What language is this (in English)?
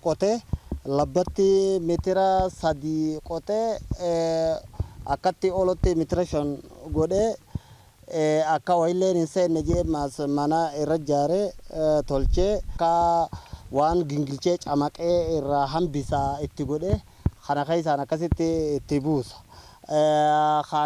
Oromo